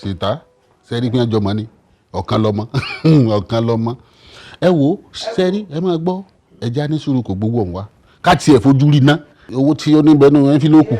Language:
Yoruba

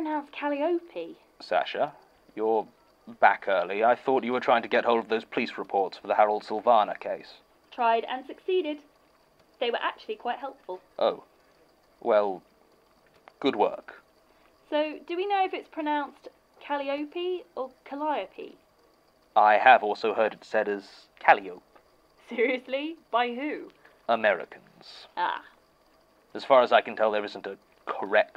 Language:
English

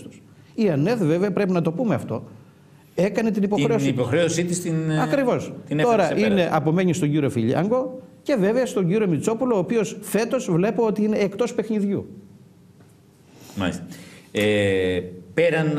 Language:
Greek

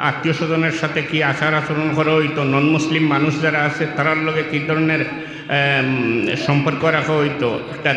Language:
Sylheti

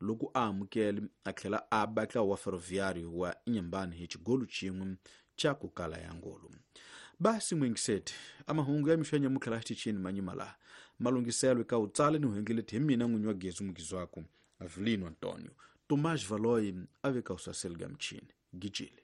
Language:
Tsonga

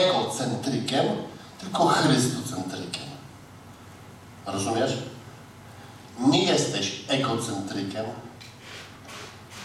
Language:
Polish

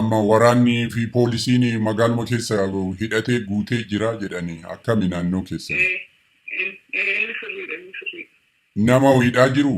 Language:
Oromo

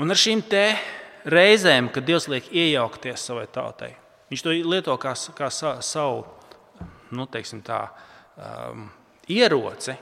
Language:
Latvian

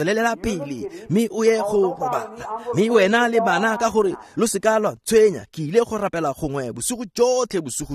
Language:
Tswana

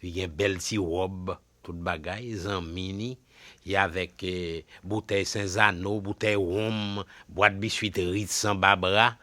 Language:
Haitian Creole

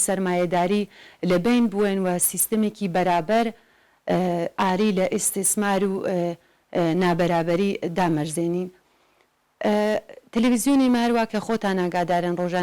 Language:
Central Kurdish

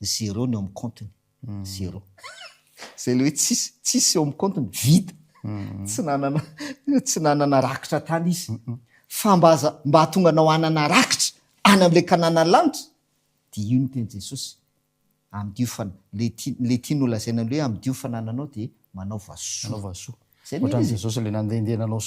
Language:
Malagasy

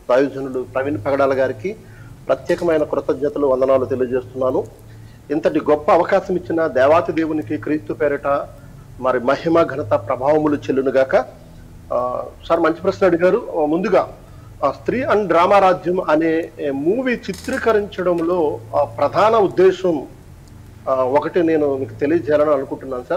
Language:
Telugu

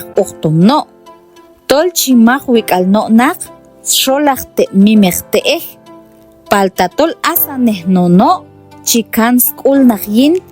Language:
Q'anjob'al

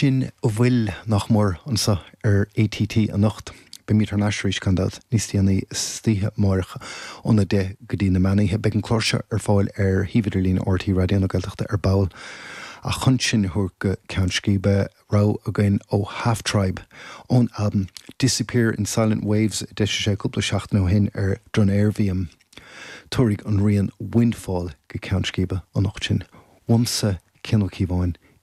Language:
Irish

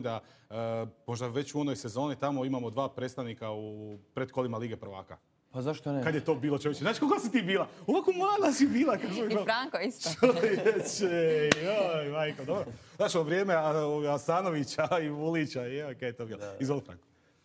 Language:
Croatian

